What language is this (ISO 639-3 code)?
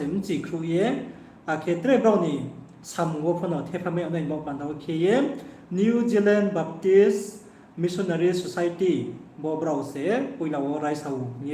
ria